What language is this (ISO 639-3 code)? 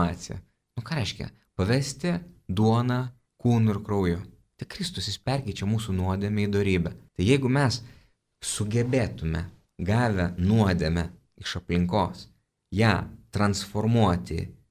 lit